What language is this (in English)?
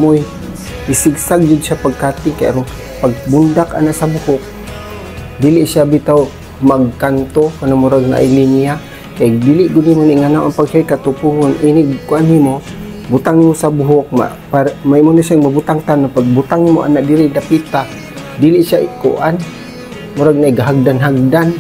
Cebuano